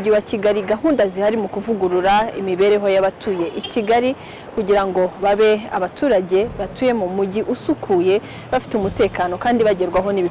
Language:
Kinyarwanda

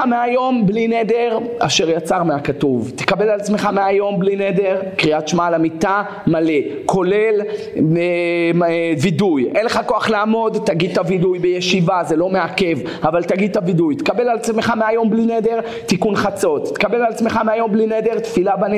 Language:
Hebrew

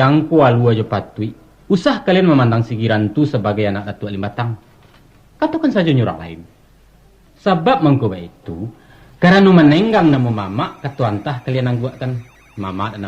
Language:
Minangkabau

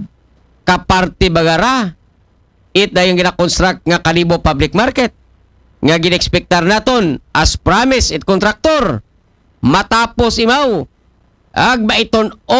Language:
Aklanon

